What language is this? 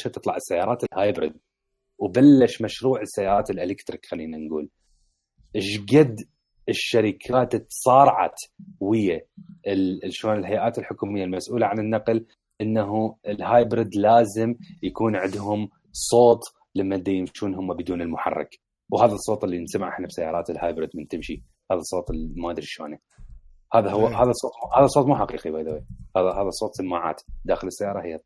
Mesopotamian Arabic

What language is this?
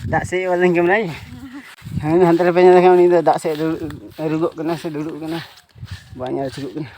Santali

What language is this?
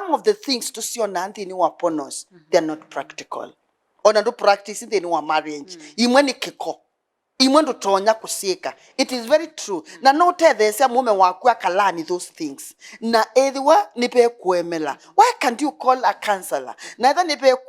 Kamba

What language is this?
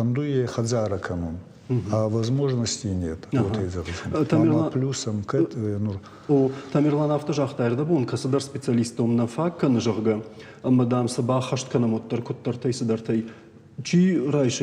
Ossetic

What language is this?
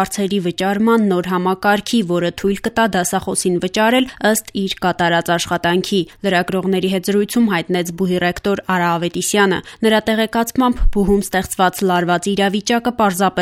Armenian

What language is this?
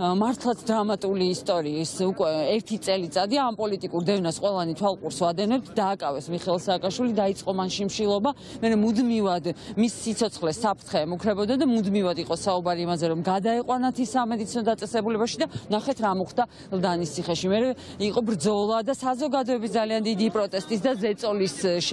Georgian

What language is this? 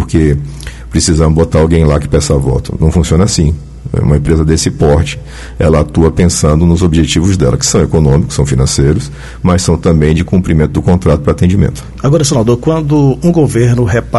Portuguese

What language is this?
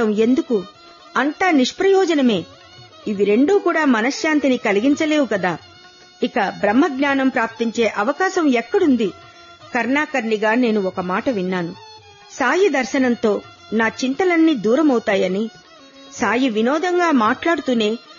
Telugu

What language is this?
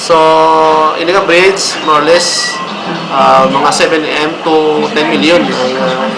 Hiligaynon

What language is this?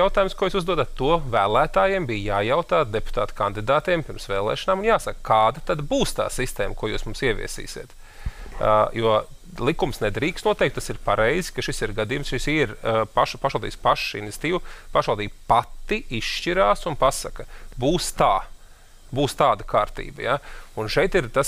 Latvian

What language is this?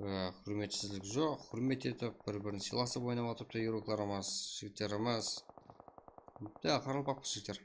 Kara-Kalpak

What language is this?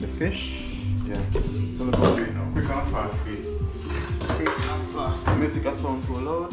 Jamaican Creole English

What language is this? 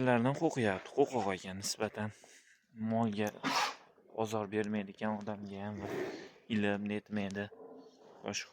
Uzbek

